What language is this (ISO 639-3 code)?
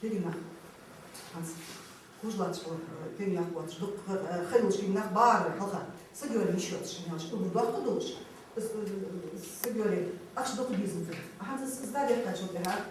inh